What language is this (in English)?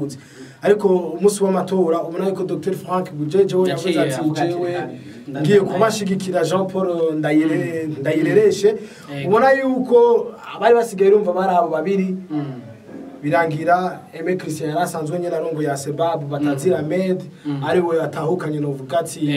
Rundi